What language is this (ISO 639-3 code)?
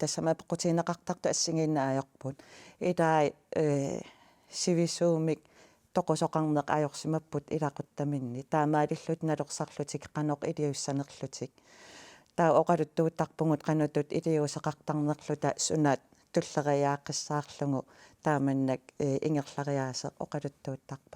kal